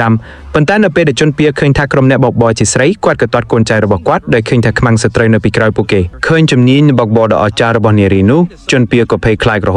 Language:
Khmer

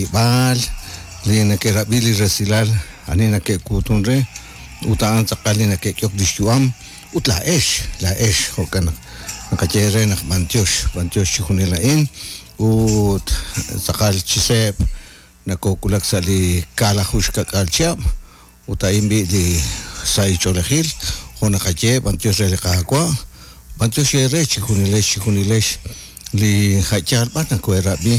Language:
Kekchí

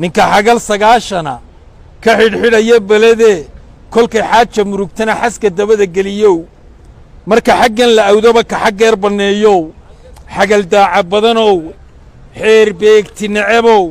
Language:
Somali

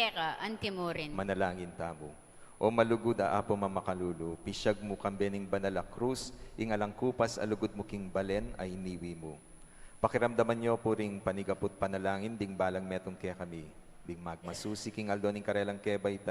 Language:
Pampanga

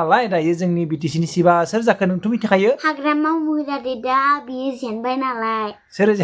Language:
Bodo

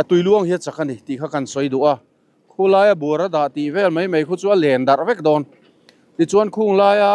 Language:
Mizo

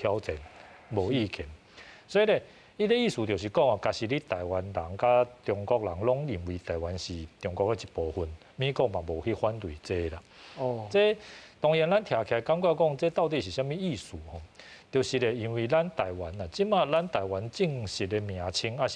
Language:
Min Nan Chinese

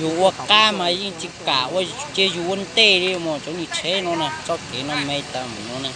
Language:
Hmong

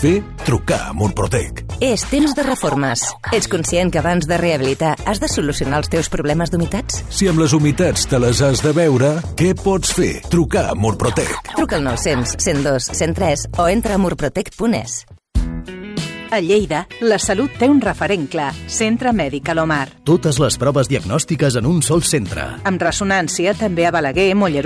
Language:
Catalan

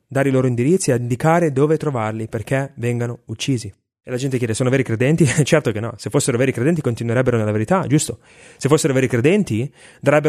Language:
Italian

